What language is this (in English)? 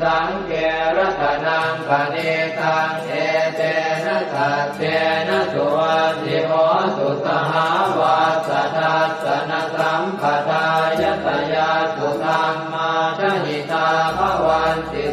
Pali